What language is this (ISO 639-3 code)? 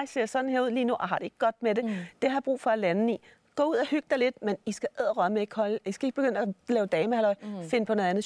dan